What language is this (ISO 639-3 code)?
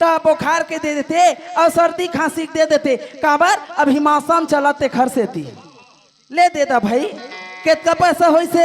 hne